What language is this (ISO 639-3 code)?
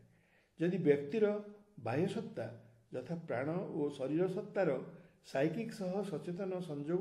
ori